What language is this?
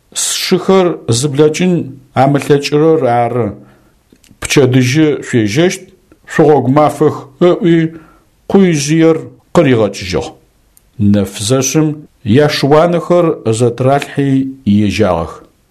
Adyghe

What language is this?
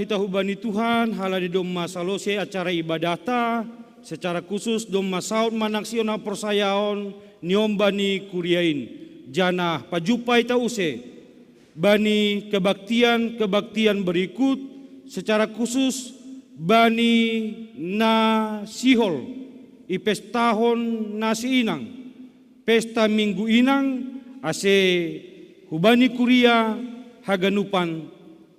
Batak Simalungun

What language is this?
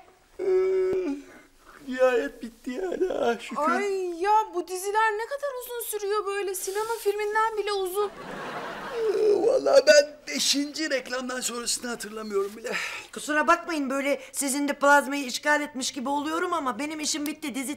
Turkish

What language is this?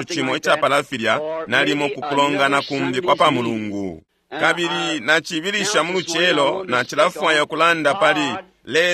Bemba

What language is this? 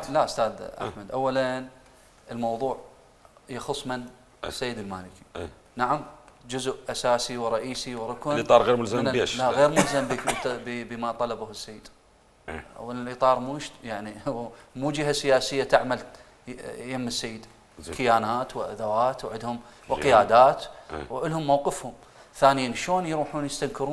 Mesopotamian Arabic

